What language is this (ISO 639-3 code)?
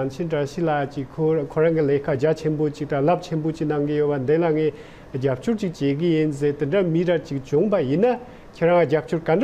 bod